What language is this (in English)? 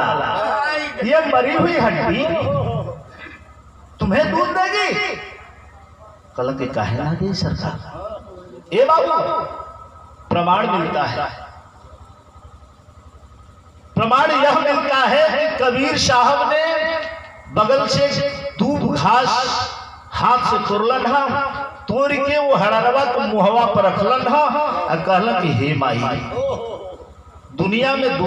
Bhojpuri